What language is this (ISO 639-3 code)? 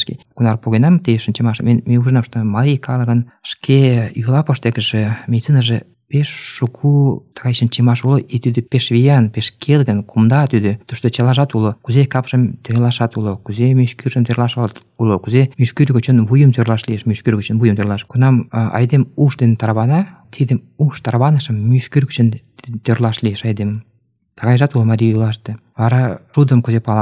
chm